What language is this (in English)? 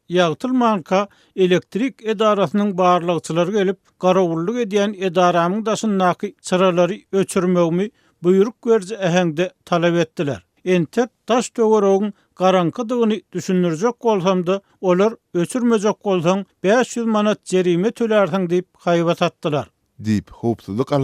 Turkmen